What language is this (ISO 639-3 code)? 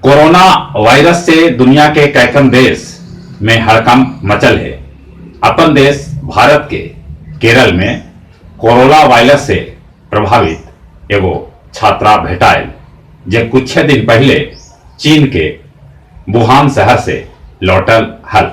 mag